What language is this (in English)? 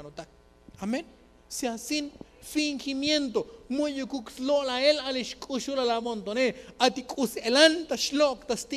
Tzotzil